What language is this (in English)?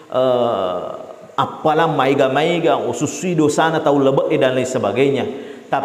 Buginese